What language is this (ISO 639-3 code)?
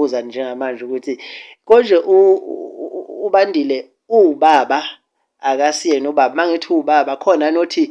zul